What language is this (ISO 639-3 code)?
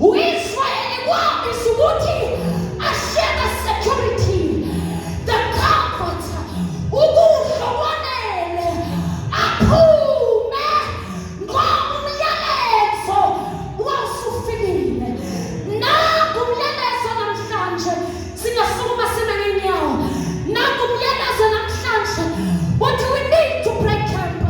zul